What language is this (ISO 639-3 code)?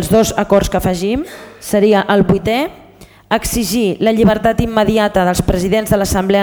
cat